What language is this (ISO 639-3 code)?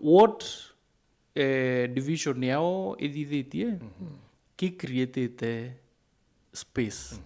mer